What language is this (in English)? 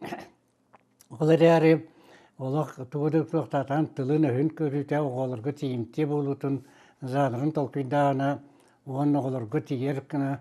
Yakut